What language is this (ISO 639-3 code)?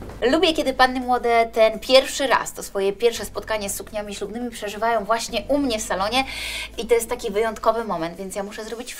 pol